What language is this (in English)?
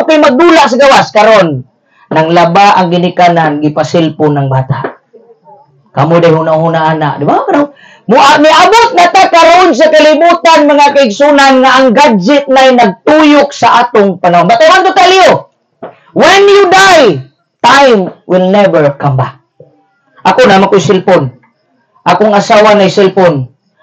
Cebuano